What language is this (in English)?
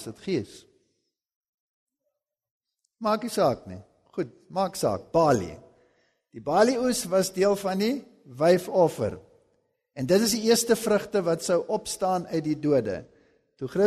Afrikaans